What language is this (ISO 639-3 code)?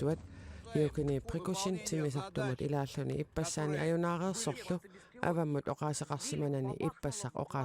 kal